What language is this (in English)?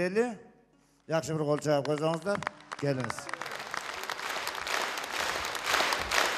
Kyrgyz